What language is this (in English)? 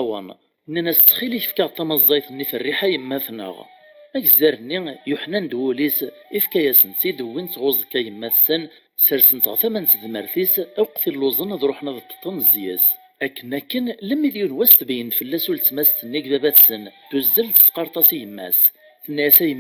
Kabyle